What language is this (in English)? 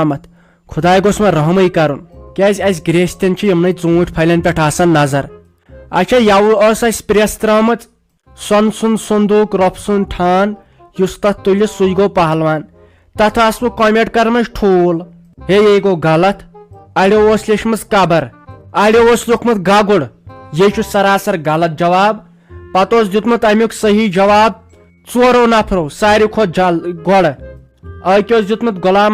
Kashmiri